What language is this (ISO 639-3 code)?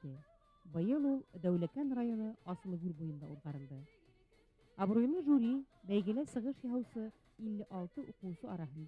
bak